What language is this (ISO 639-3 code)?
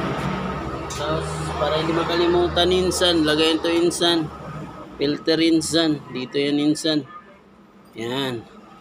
fil